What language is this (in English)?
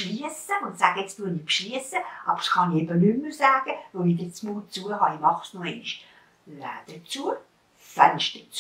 Swiss German